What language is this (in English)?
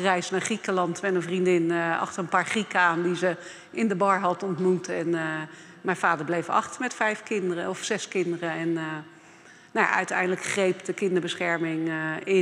Dutch